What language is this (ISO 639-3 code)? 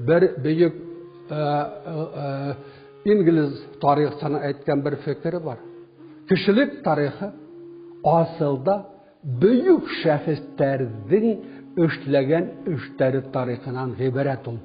bak